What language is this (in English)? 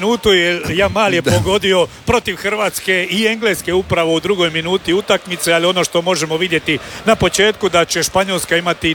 Croatian